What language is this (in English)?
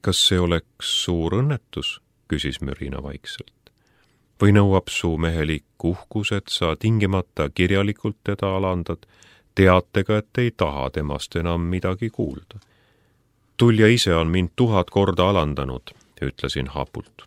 Estonian